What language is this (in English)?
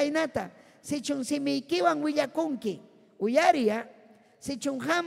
Ayacucho Quechua